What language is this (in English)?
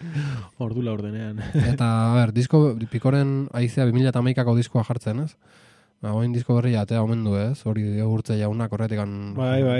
Basque